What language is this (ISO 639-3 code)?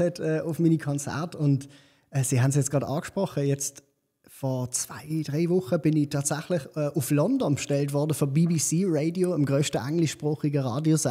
gsw